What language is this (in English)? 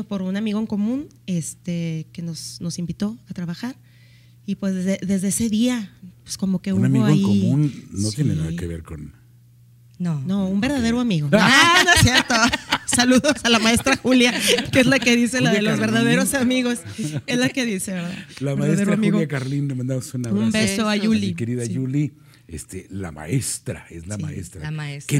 Spanish